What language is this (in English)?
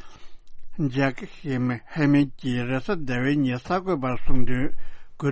Tibetan